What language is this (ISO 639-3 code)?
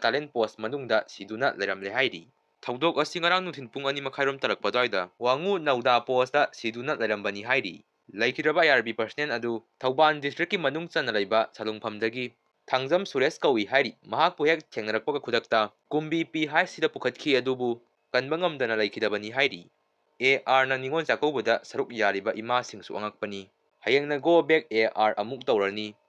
mni